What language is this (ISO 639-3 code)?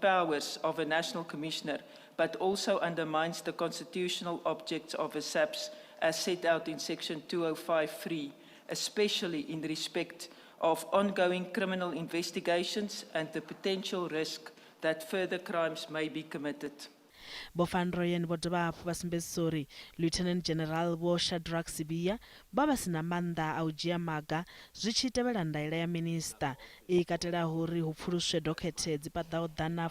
ven